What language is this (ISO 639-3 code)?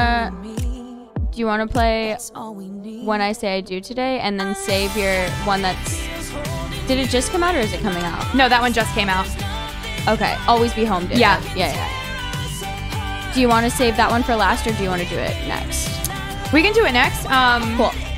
eng